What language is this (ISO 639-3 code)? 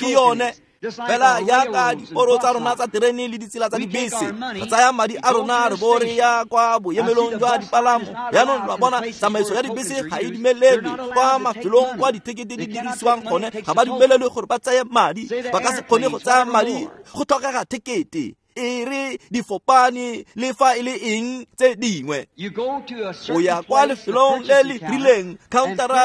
tsn